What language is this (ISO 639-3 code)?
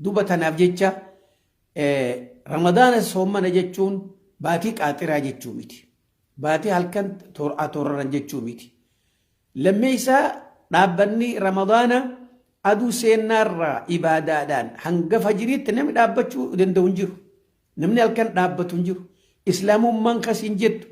orm